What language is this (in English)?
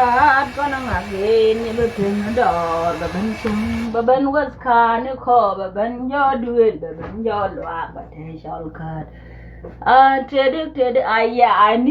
Nuer